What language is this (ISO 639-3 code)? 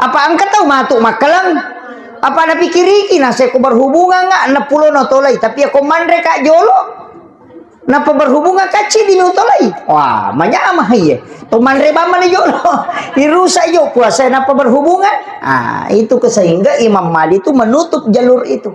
bug